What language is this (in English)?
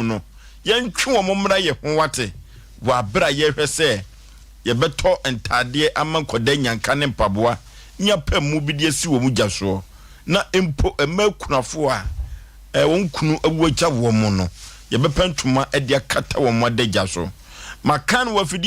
Akan